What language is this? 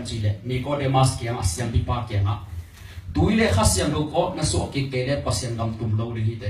Tedim Chin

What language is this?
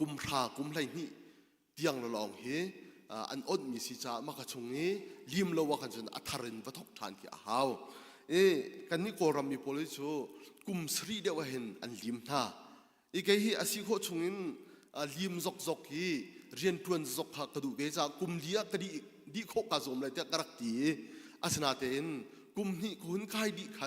Hakha Chin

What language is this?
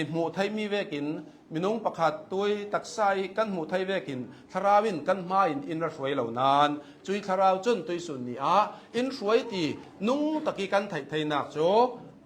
Hakha Chin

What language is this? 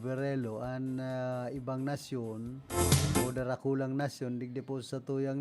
Bikol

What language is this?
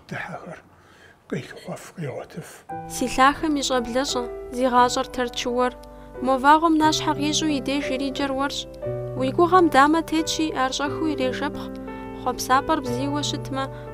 Kabardian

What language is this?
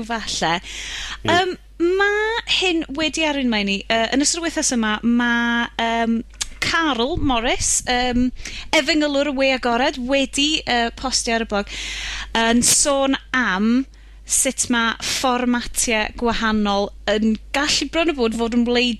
Welsh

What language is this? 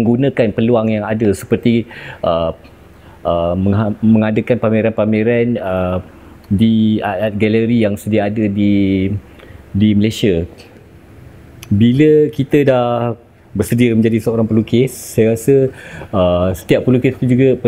Malay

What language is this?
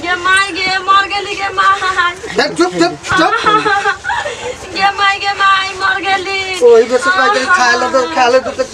Bhojpuri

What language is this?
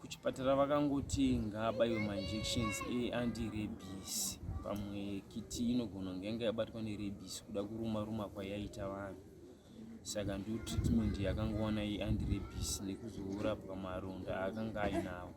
Shona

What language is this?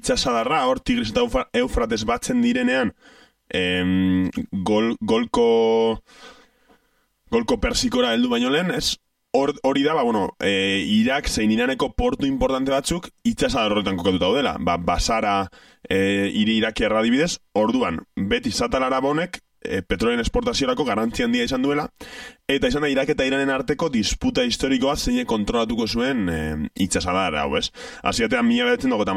Basque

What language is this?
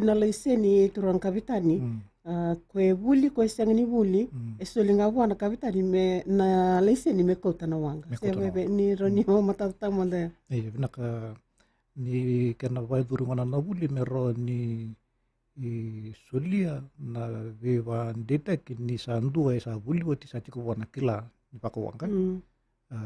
Fijian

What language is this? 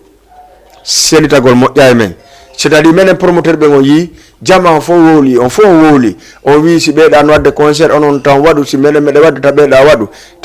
Fula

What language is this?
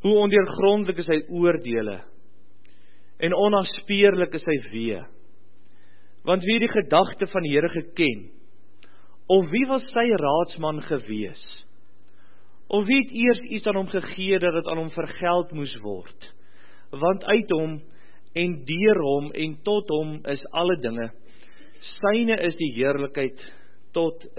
Afrikaans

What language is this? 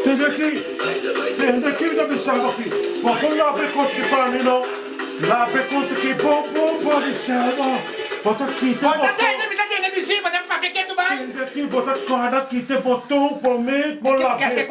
Papiamento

